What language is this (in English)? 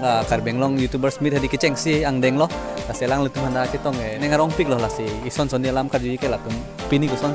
Karbi